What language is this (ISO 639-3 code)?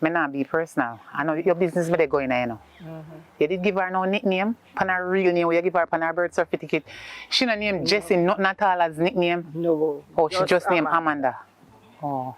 jam